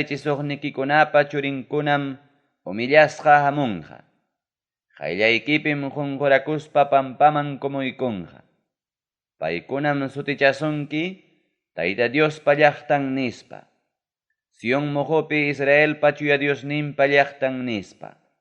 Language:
Ayacucho Quechua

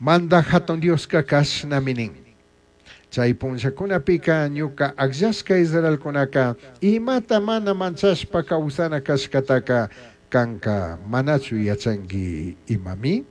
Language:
Chimborazo Highland Quichua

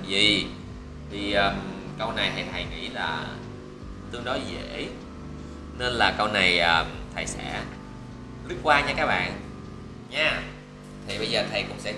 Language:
Vietnamese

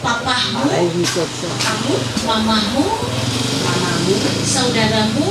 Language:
Ma'anyan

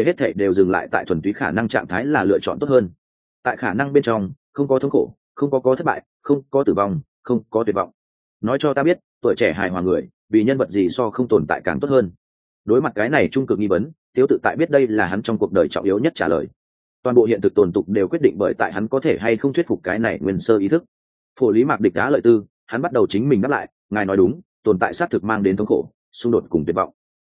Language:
Vietnamese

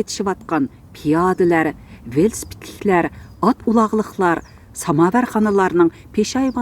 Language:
Uyghur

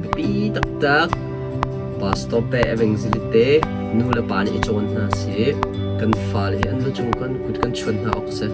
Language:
Hakha Chin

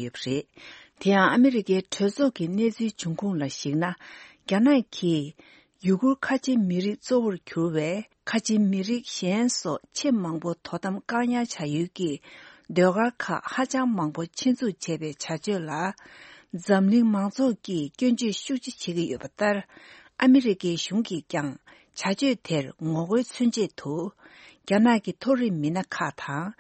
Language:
Tibetan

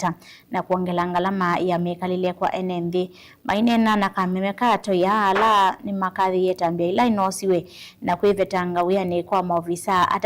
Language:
Kamba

